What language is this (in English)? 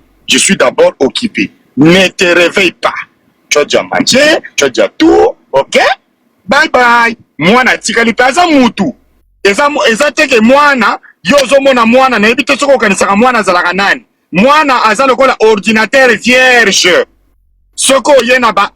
Lingala